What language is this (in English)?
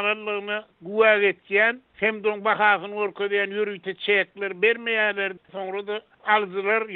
Turkmen